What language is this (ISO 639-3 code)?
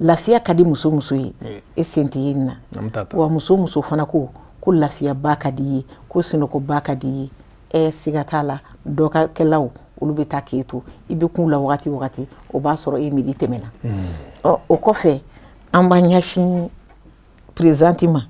bam